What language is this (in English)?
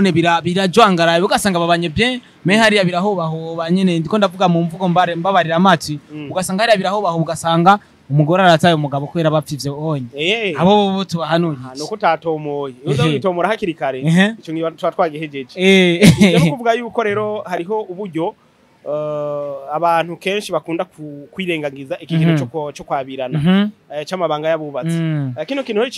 Rundi